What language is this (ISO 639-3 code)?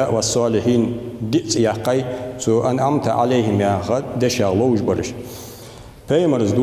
inh